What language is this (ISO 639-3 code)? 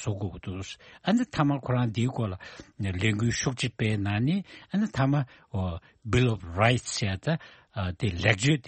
bod